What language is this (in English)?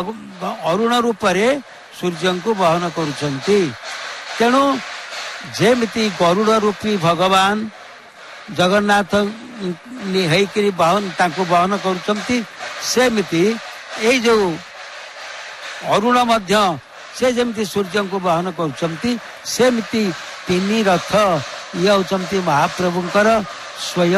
Odia